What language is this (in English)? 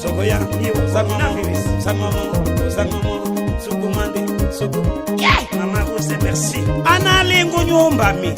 Tetela